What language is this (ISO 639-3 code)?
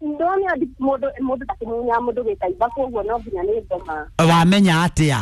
kik